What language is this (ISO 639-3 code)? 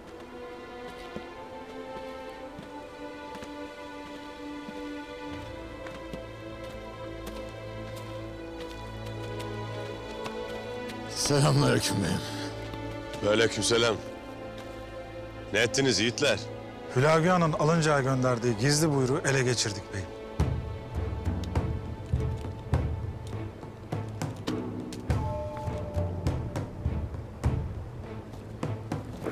tur